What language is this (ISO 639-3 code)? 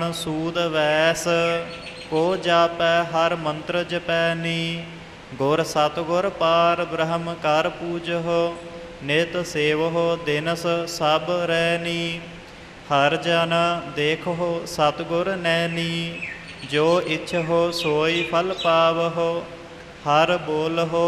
pan